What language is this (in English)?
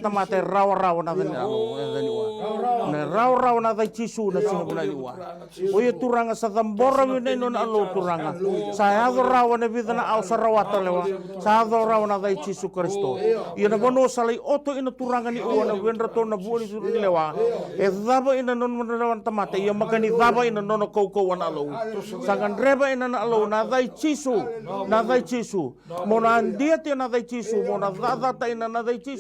Fijian